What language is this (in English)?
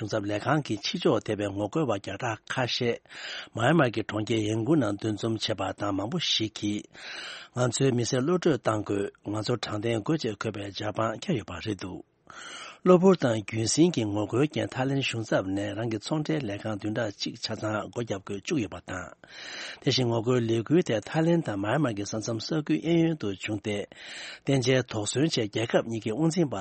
Tibetan